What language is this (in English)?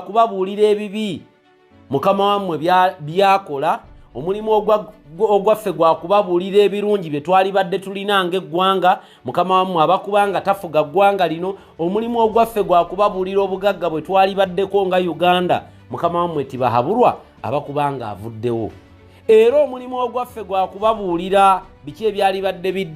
Ganda